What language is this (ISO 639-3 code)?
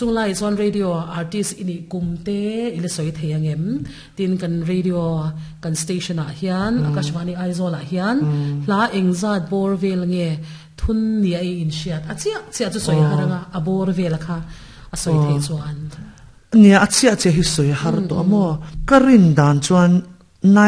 lus